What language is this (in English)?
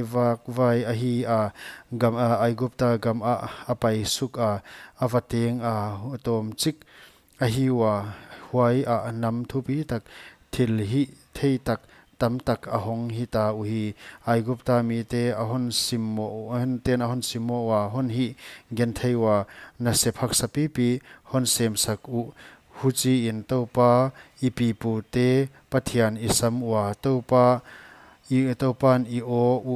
Paite Chin